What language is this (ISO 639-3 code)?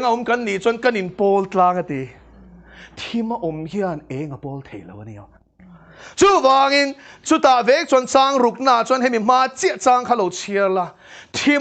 lus